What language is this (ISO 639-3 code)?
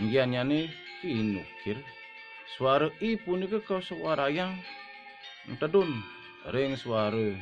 ban